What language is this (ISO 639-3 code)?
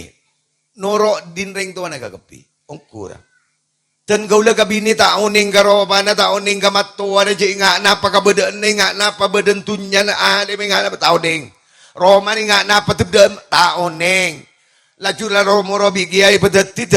mad